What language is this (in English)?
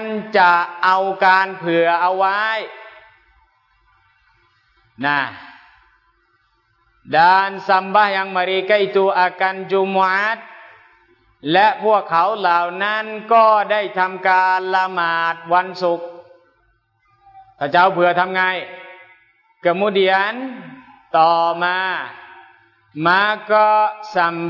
Thai